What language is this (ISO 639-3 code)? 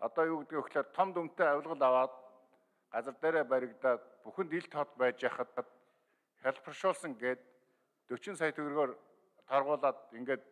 mon